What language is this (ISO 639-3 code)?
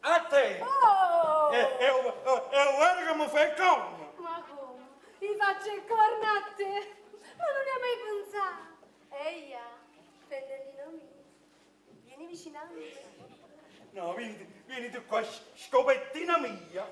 nap